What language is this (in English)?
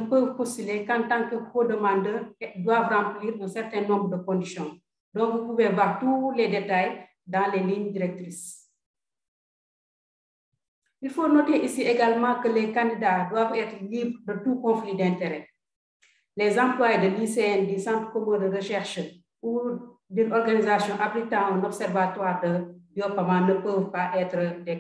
French